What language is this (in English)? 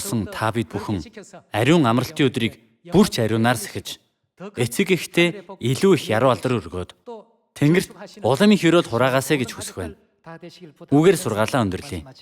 Mongolian